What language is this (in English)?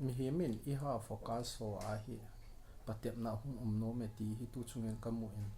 Thado Chin